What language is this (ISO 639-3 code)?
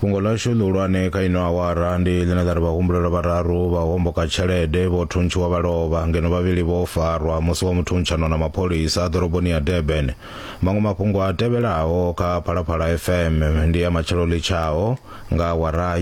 ven